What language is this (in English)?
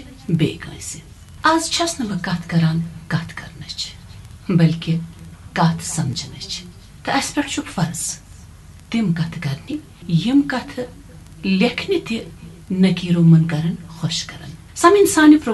Kashmiri